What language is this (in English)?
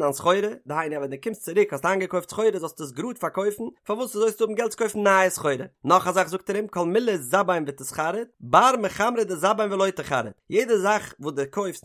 Yiddish